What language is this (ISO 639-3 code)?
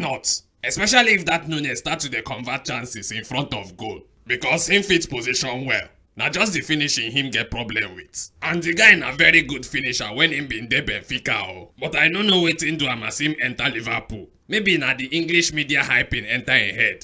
pcm